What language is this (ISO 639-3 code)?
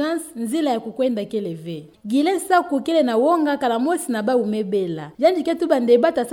ktu